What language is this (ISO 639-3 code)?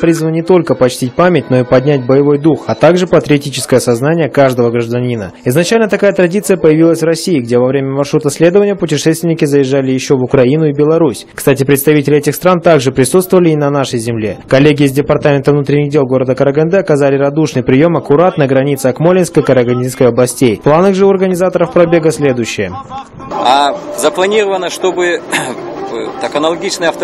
rus